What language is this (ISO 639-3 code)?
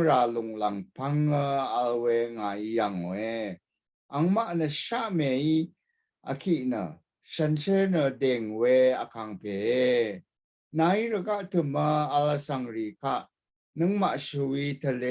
raw